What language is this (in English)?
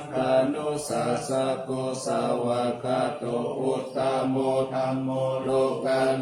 Pali